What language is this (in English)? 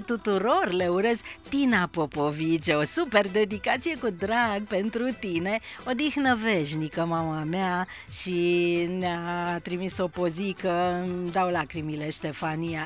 Romanian